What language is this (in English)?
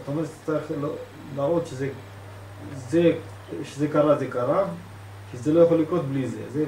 Hebrew